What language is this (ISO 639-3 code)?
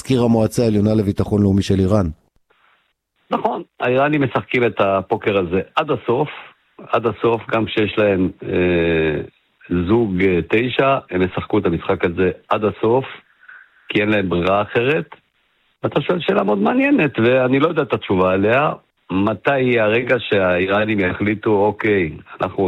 heb